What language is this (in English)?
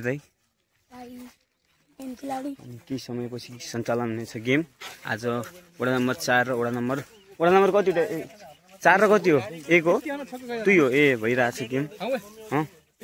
Nepali